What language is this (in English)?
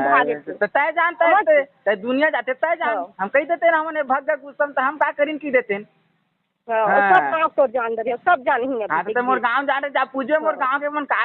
Chhattisgarhi